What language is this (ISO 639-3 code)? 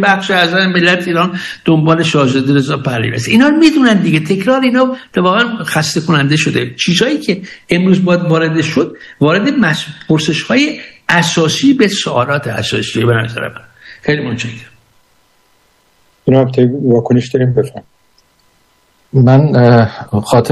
fas